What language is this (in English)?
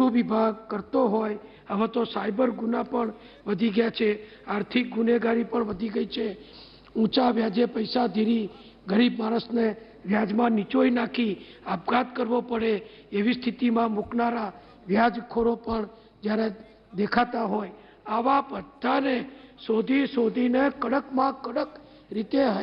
Gujarati